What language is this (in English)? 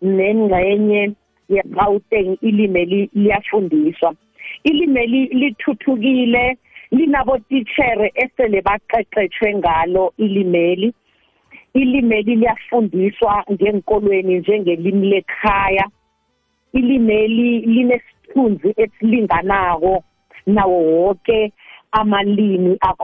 South Ndebele